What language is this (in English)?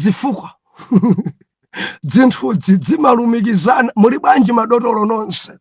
Nyanja